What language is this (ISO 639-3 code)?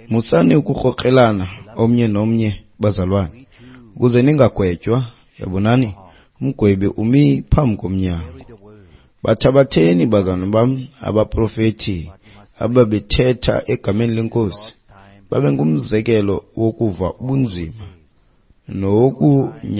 xho